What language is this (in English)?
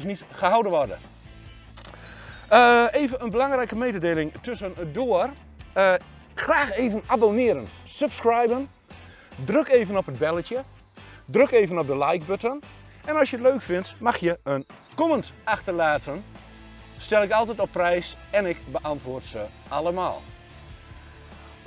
Dutch